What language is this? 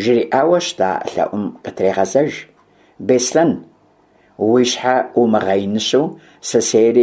Kabardian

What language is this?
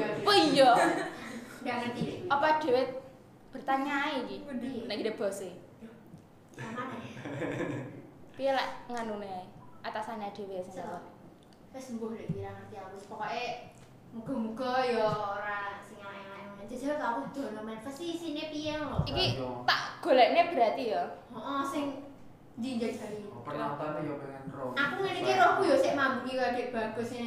Javanese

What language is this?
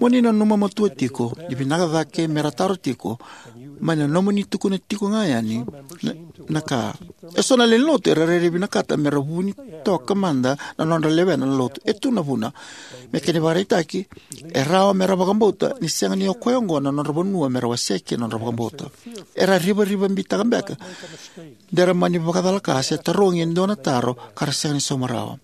Fijian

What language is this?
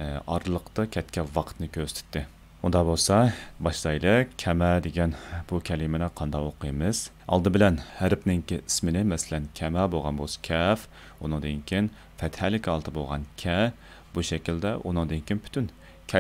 Uyghur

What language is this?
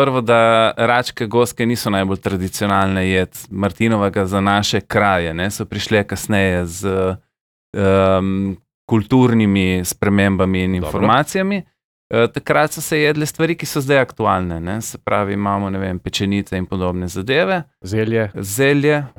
Slovenian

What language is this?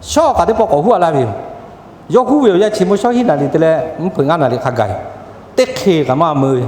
Lahu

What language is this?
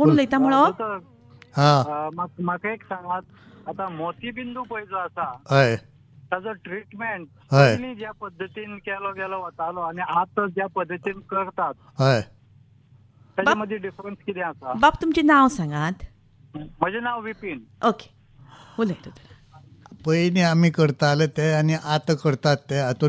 Konkani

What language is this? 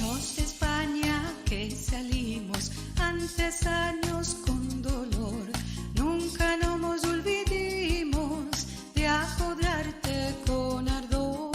Ladino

